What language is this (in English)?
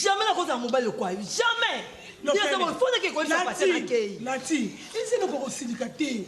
Lingala